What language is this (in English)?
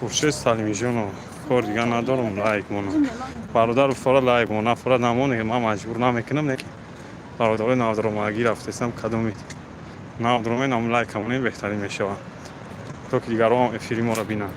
Tajik